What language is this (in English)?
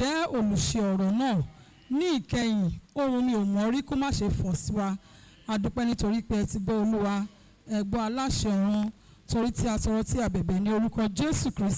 Yoruba